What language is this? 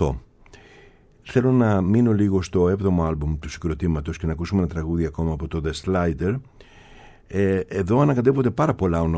Greek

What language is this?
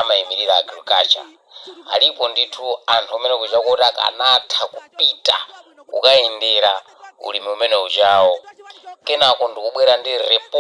Nyanja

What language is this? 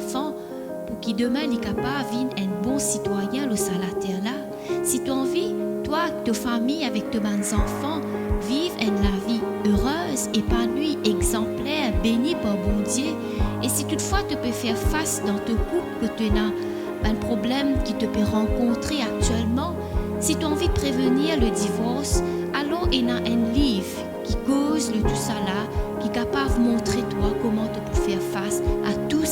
Morisyen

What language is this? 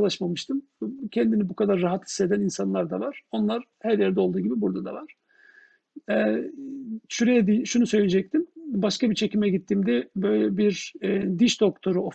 Turkish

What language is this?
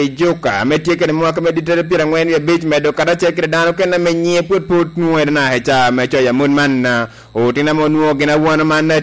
Lango (Uganda)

